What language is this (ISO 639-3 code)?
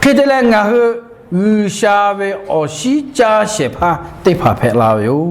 lhu